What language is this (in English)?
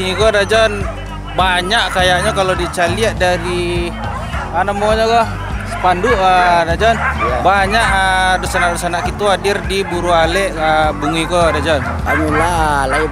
Minangkabau